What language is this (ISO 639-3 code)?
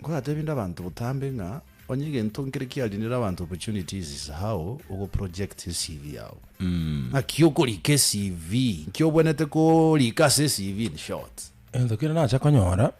guz